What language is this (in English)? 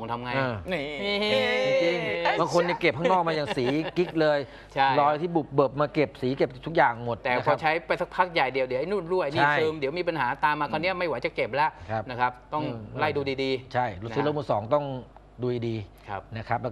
Thai